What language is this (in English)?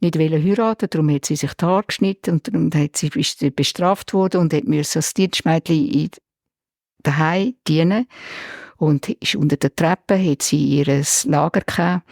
Swiss German